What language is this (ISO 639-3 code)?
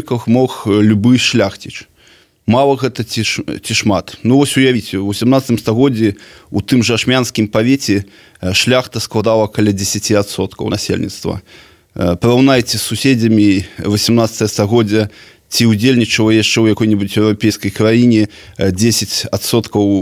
bel